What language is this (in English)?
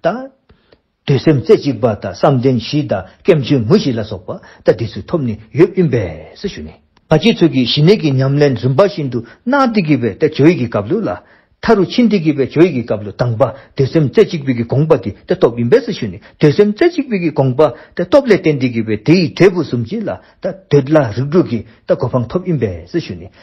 Dzongkha